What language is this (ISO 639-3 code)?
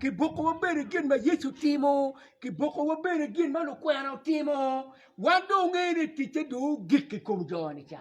ach